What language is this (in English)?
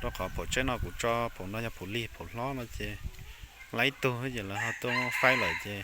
Hmong